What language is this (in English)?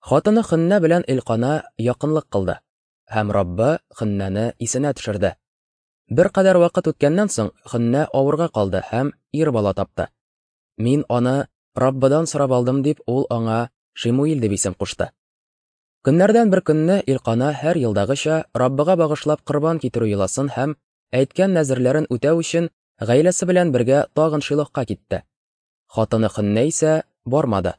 Tatar